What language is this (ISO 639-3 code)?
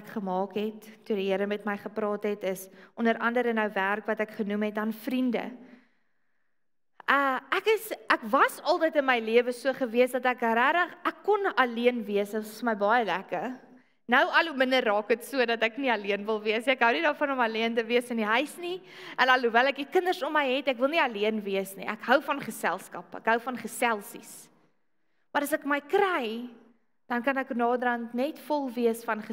afr